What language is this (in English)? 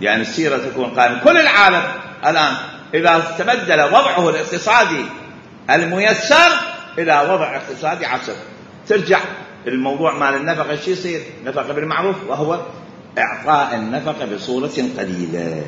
Mesopotamian Arabic